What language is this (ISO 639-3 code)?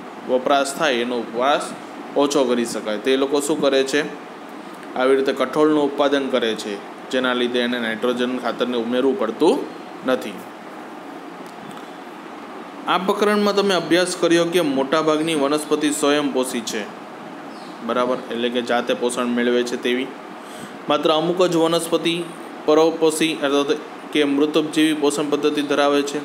guj